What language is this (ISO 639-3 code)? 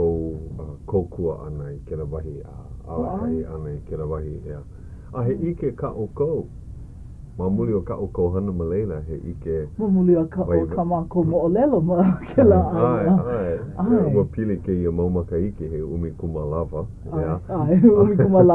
haw